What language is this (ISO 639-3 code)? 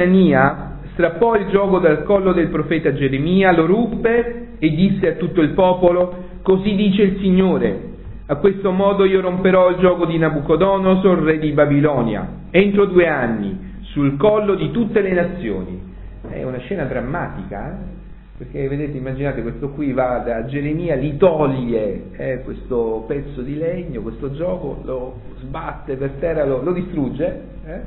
ita